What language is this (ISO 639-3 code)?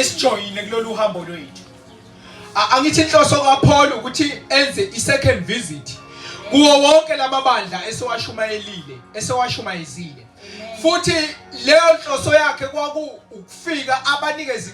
zul